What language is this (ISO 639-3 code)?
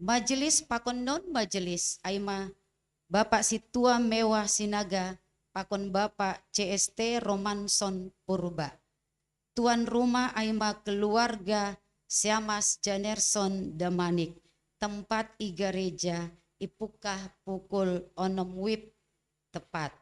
bts